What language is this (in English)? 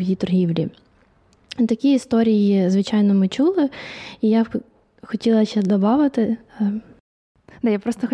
Ukrainian